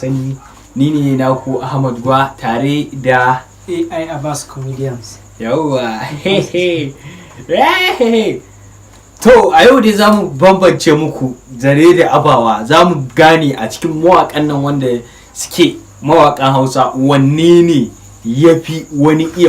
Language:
Hausa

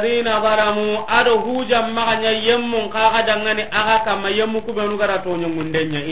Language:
Soninke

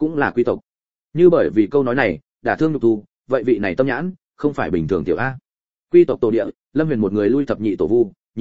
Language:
Vietnamese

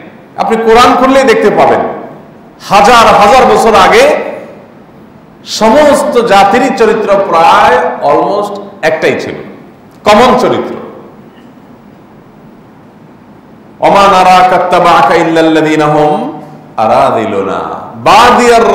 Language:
Bangla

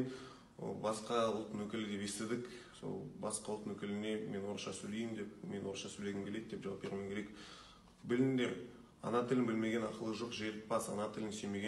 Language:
Kazakh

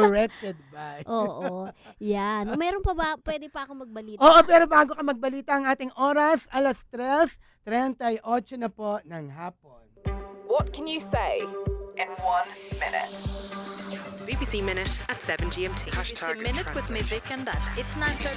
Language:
Filipino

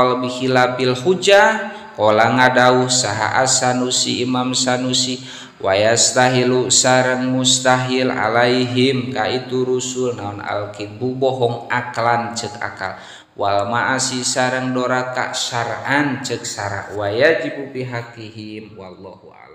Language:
Sundanese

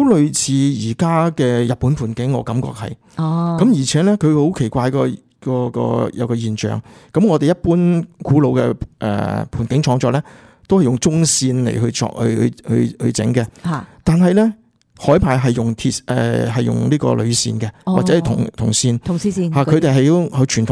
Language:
Cantonese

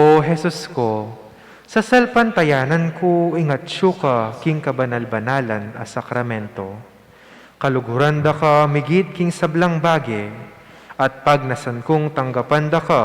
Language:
Pampanga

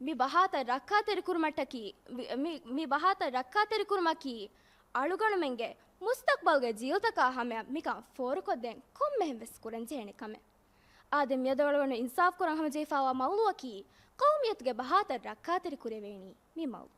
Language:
Divehi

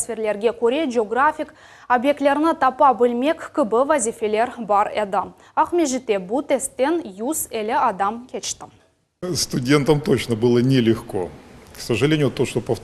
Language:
Crimean Tatar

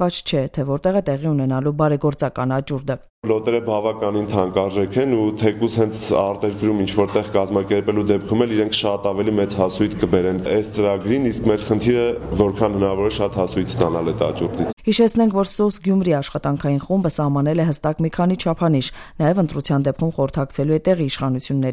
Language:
Armenian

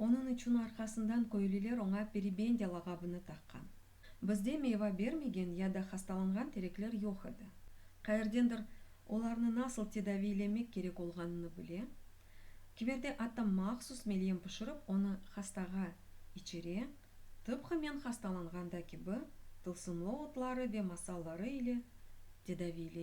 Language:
Crimean Tatar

